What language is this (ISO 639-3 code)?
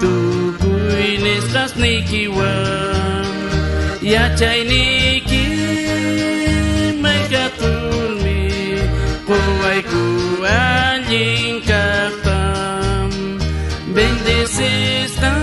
quh